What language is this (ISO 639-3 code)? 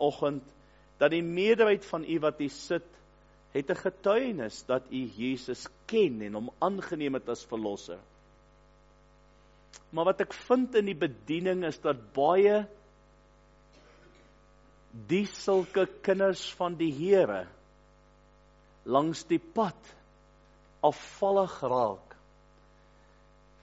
afr